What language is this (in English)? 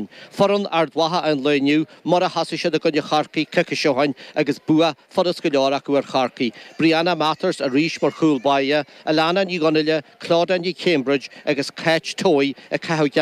Irish